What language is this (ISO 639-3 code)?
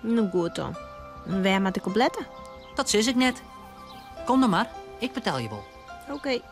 fry